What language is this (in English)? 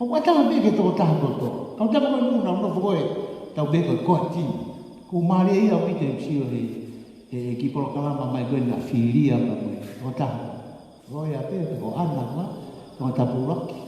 Tongan